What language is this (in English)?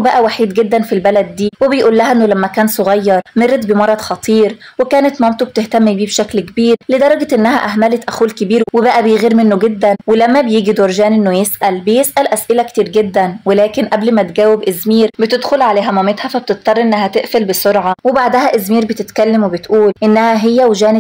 Egyptian Arabic